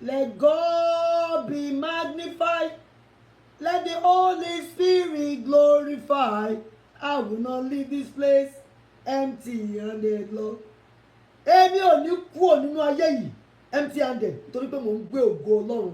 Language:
Yoruba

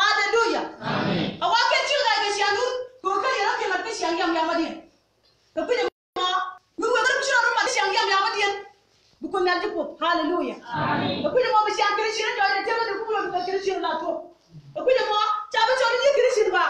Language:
Nuer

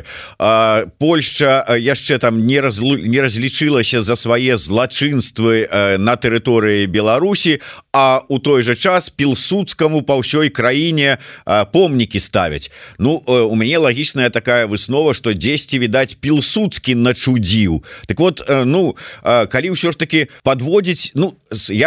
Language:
Belarusian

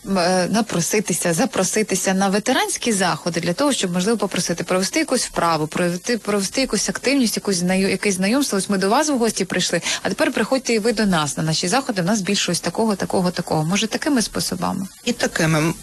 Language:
Ukrainian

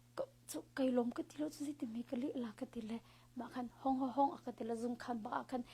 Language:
Hakha Chin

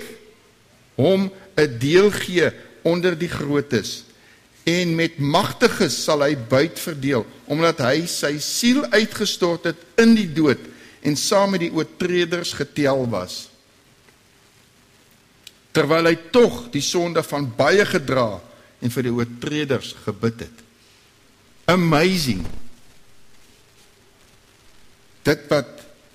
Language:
Afrikaans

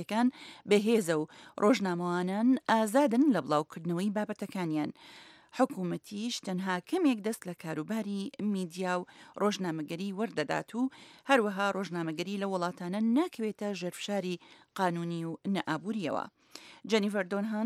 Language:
Central Kurdish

